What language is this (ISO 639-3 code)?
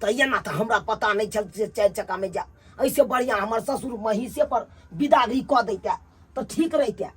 mai